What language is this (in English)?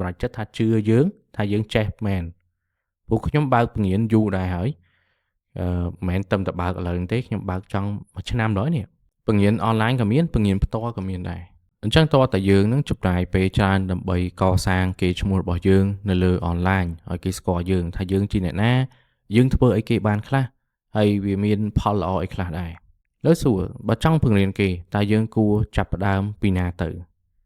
Khmer